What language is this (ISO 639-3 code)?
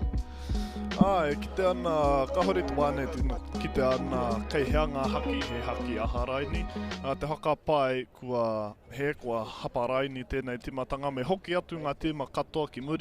mri